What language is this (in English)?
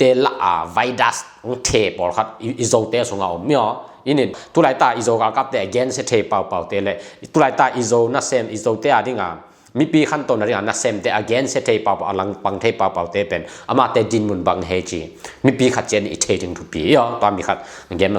Tedim Chin